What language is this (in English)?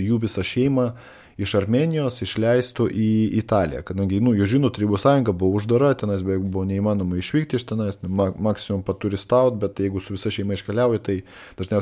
Lithuanian